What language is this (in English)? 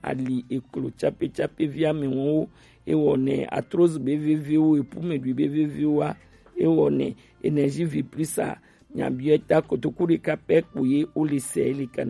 Gen